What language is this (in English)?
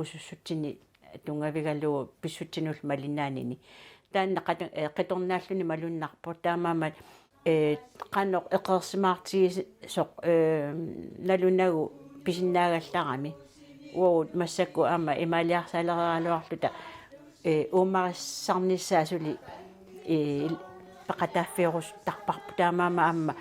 Kalaallisut